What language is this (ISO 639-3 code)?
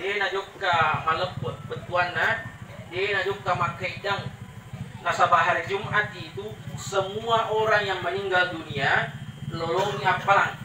bug